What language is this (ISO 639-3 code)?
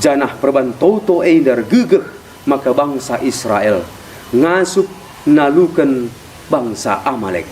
btx